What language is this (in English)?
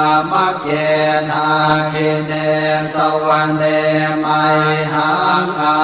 Pali